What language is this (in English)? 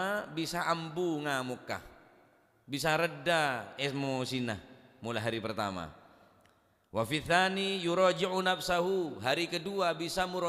Madurese